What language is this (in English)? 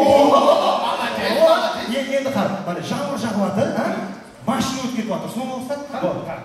Kara-Kalpak